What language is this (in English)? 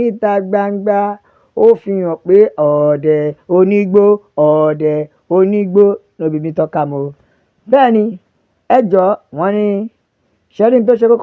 Yoruba